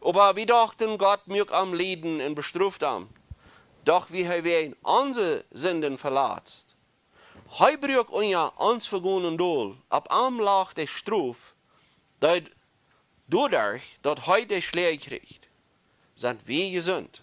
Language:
Plautdietsch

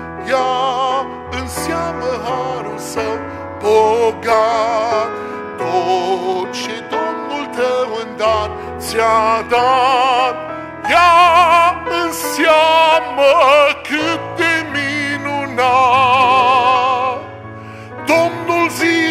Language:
Romanian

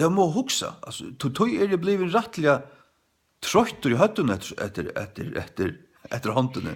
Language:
Faroese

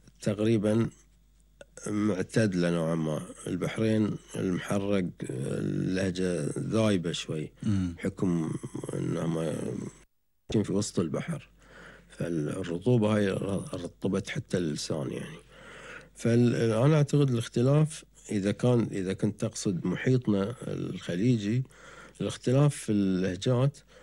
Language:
Gulf Arabic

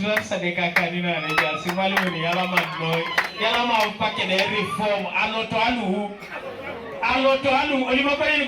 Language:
Teso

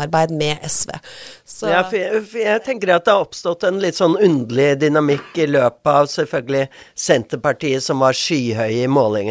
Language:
Norwegian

